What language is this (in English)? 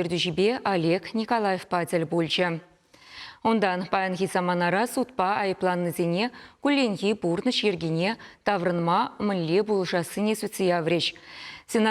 Chuvash